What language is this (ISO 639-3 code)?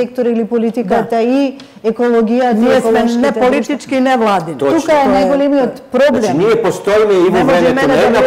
mkd